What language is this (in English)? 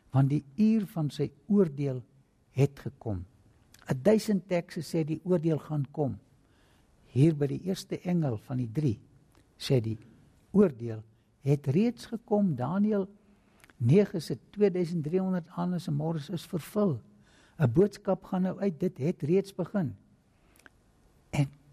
Afrikaans